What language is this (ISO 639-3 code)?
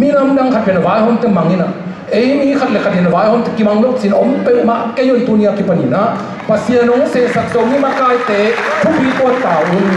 ctd